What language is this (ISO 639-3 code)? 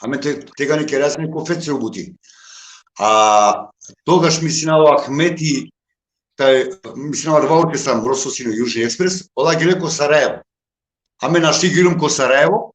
rmn